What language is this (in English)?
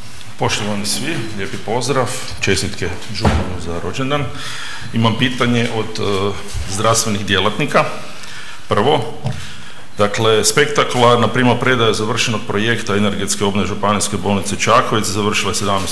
Croatian